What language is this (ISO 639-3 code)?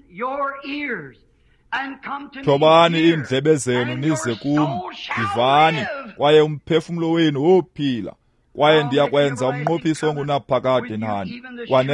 xho